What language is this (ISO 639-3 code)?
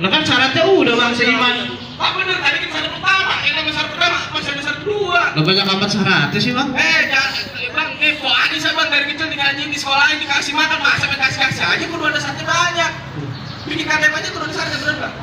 bew